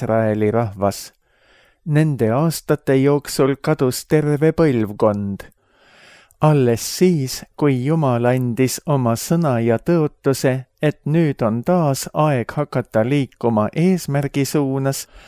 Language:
Estonian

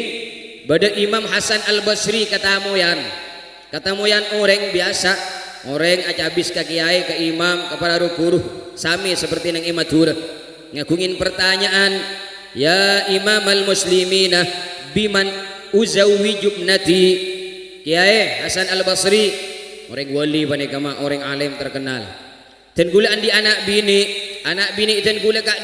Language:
Madurese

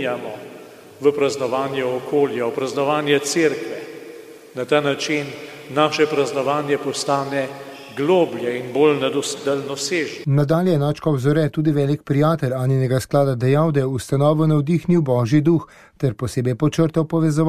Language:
Slovenian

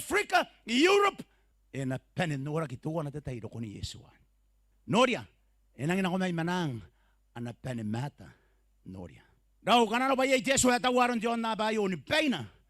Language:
Gilbertese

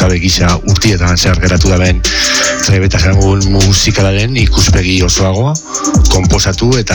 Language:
Basque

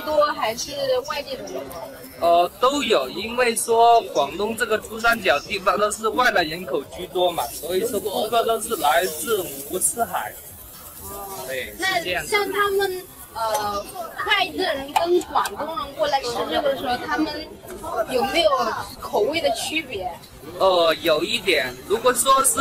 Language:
Chinese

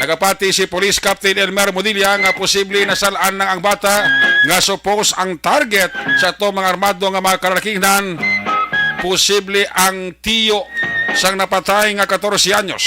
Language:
Hiligaynon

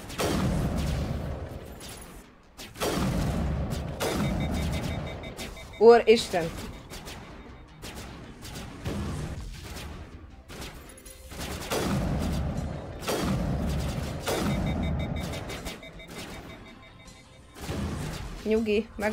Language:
Hungarian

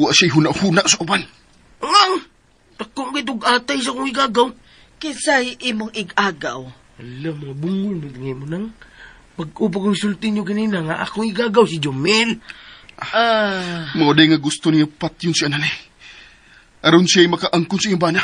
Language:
Cebuano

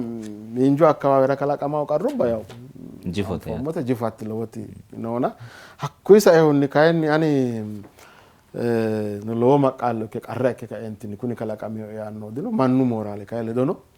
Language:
Sidamo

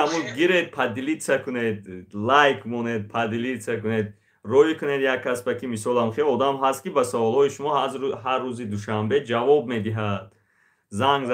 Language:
Tajik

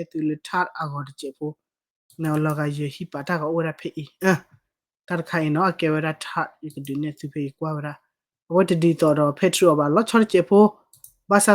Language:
S'gaw Karen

